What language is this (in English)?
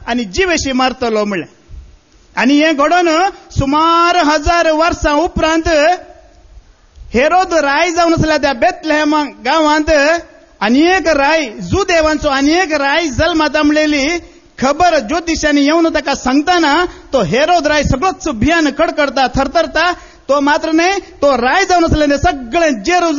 Konkani